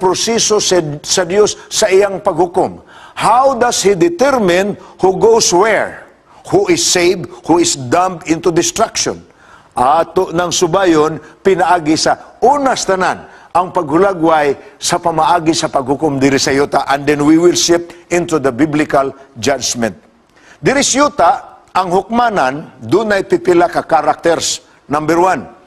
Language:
Cebuano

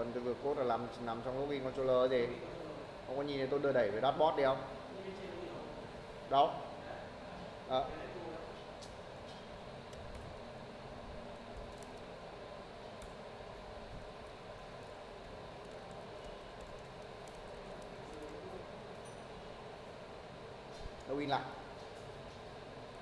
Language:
Vietnamese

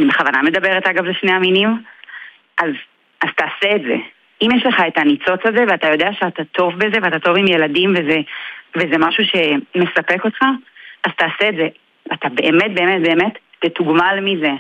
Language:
Hebrew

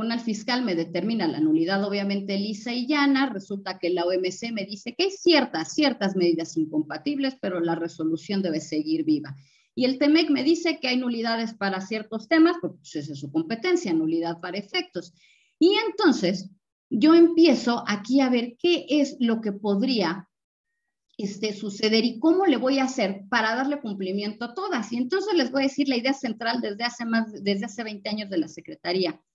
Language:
Spanish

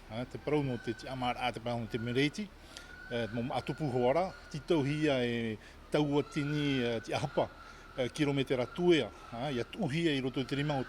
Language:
Tahitian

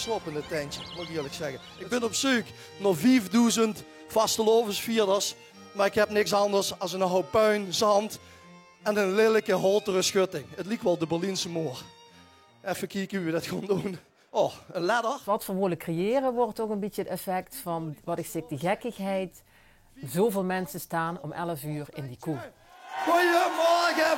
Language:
Limburgish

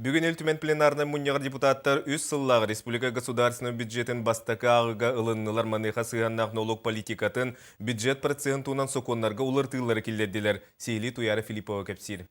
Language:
Yakut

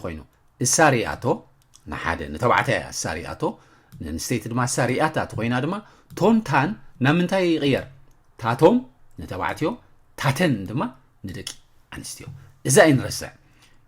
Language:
Tigrinya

